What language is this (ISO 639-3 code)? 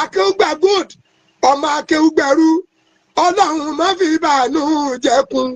yor